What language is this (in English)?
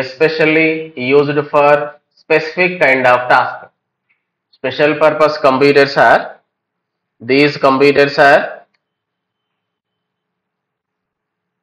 Telugu